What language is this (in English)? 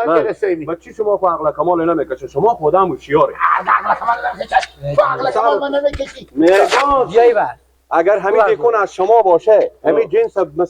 Persian